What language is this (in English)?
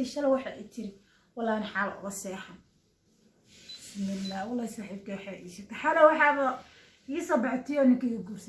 Somali